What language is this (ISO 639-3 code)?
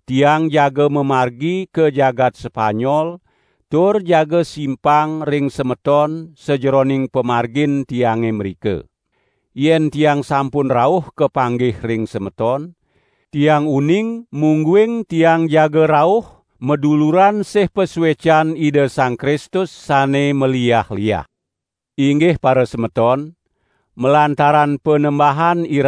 ban